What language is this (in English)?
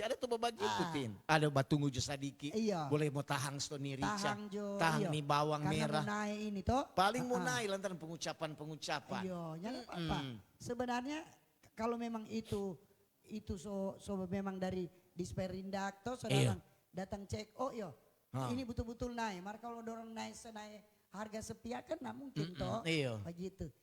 Manado Malay